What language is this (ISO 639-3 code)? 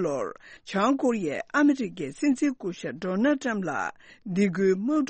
bod